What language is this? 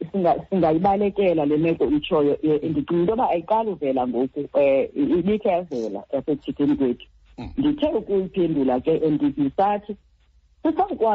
Xhosa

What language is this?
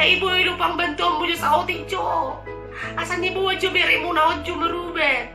Batak Toba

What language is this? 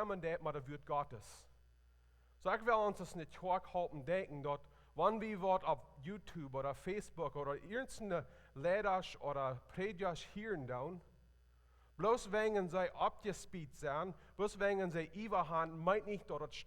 Plautdietsch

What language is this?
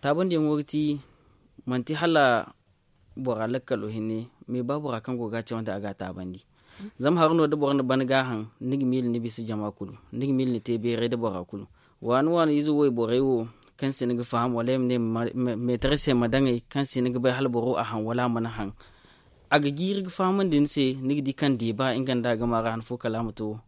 Zarma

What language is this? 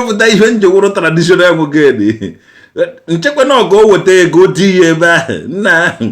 Igbo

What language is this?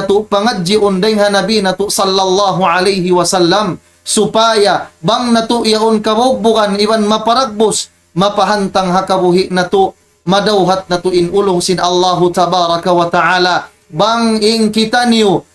Tausug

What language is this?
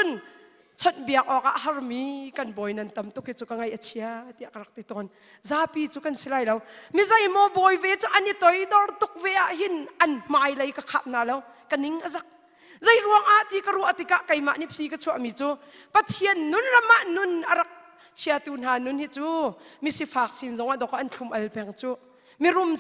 Hakha Chin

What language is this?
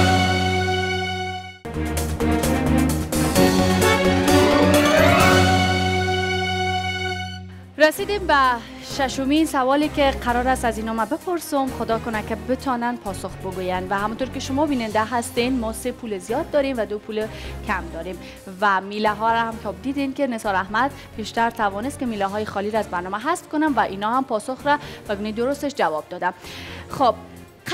Persian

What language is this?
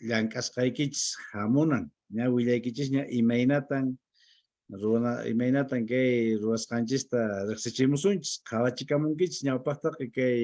Quechua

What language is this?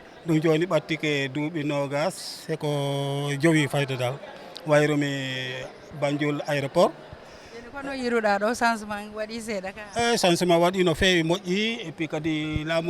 Fula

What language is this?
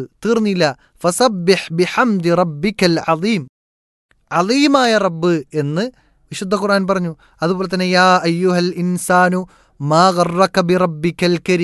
Malayalam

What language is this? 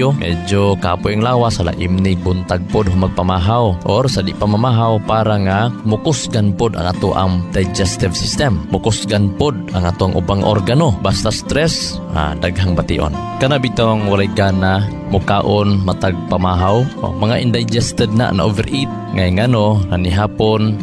Cebuano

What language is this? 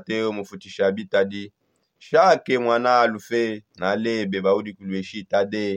Songe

